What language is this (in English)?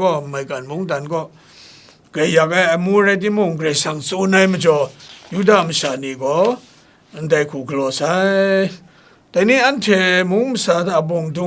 Kachin